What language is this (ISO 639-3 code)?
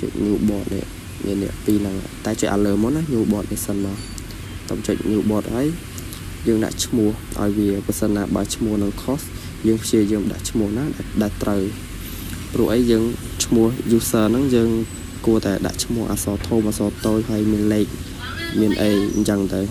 khm